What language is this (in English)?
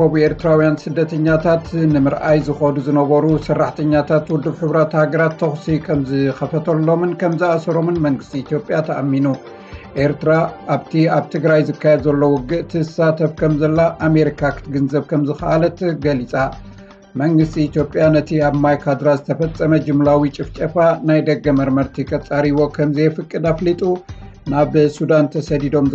Tigrinya